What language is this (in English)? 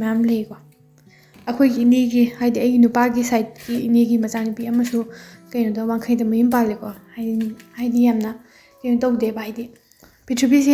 Manipuri